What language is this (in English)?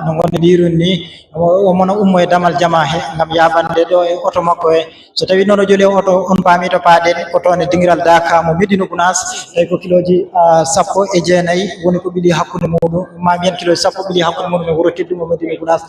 Fula